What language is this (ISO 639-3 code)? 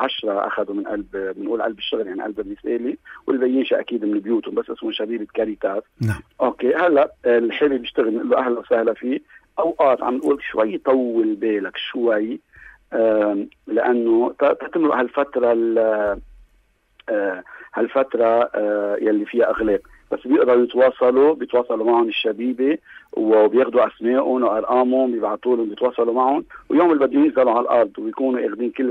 apc